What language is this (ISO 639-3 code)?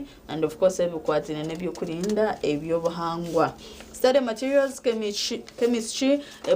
nyn